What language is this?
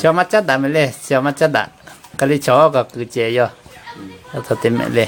Lahu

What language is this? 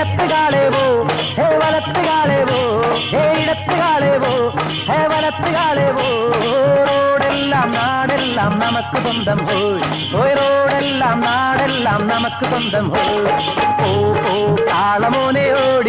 Malayalam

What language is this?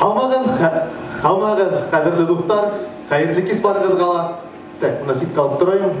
Bashkir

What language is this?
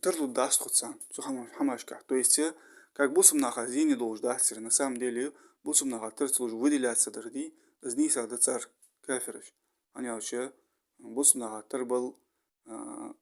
Ingush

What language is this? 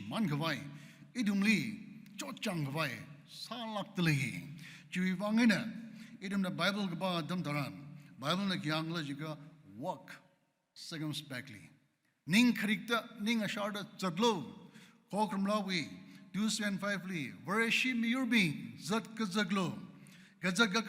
Tangkhul Naga (India)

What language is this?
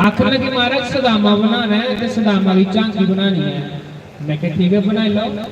Dogri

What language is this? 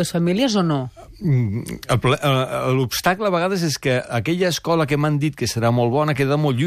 Catalan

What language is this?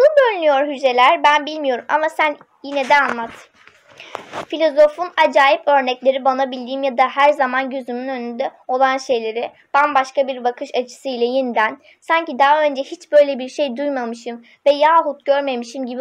Turkish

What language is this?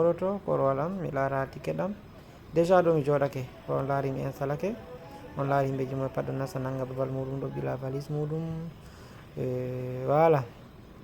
Fula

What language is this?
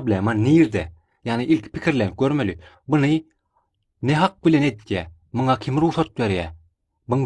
Turkmen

